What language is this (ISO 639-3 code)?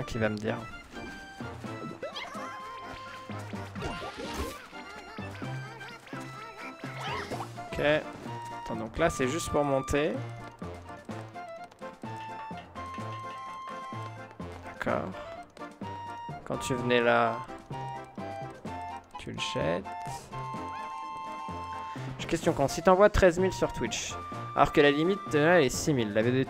fra